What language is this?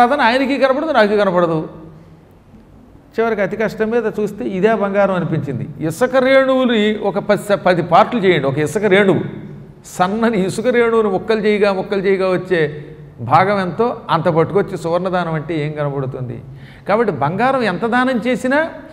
Telugu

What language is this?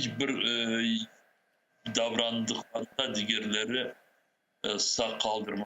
Crimean Tatar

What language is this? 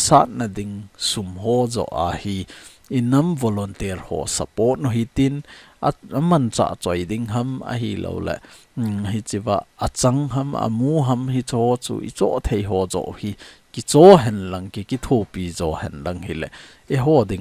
Thado Chin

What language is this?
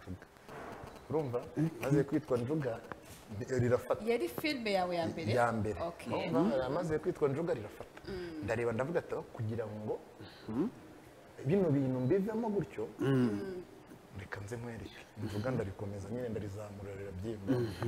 Kinyarwanda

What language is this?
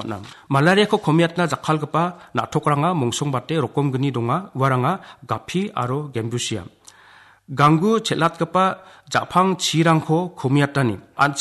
Garo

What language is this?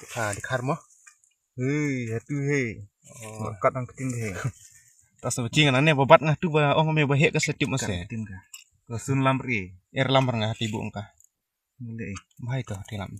Khasi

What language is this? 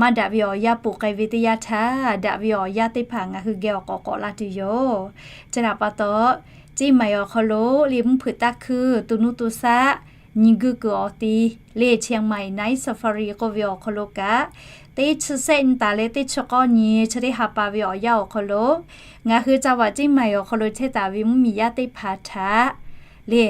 Lahu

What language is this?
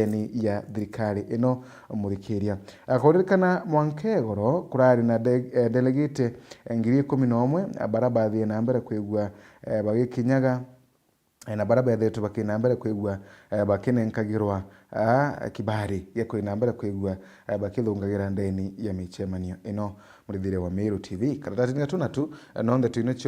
Meru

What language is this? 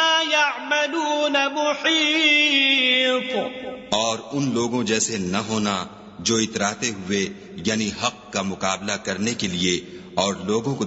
Urdu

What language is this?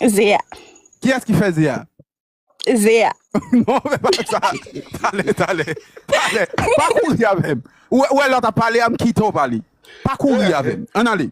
Haitian Creole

